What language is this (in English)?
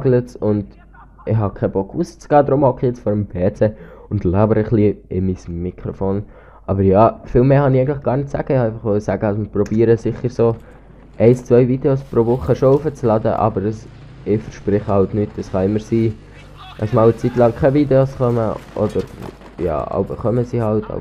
Swiss German